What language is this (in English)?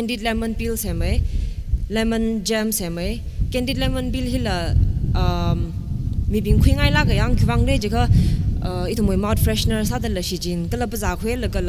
Tangkhul Naga (India)